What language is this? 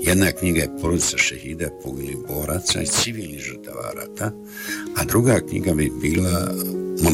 Bosnian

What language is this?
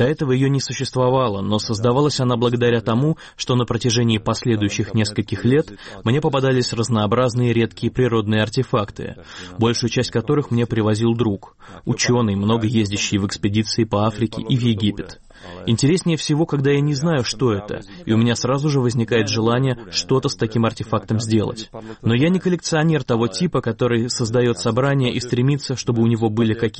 Russian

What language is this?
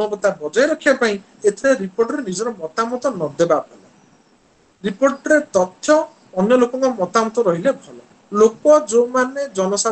Odia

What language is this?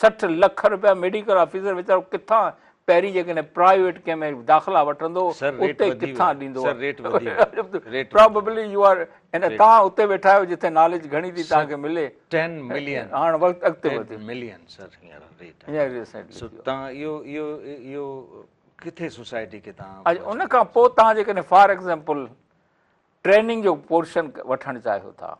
Sindhi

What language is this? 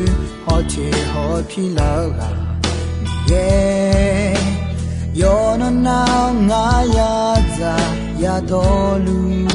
Akha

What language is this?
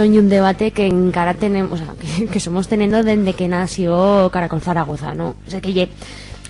Aragonese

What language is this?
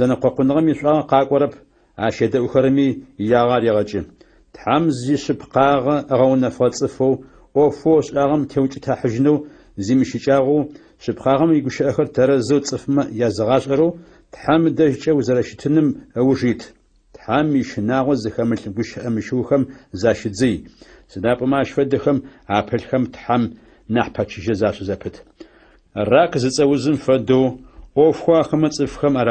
Adyghe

